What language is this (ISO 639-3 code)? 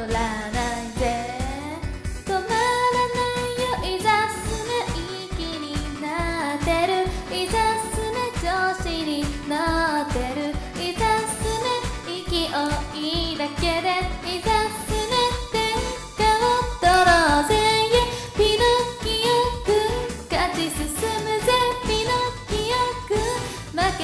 jpn